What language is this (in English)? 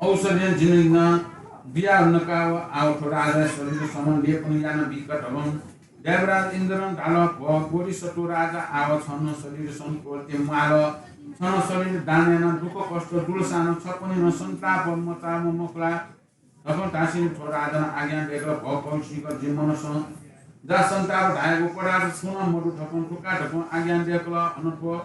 Newari